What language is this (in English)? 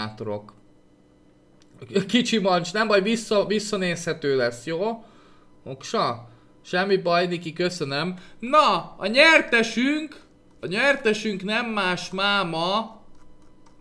Hungarian